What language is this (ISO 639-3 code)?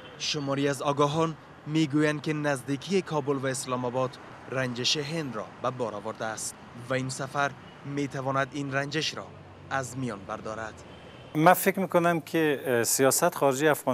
fas